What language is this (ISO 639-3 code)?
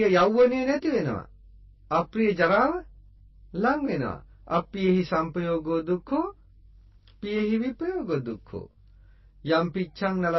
sin